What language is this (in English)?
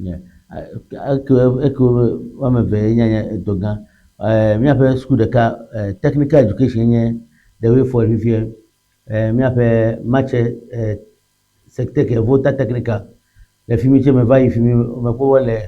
Ewe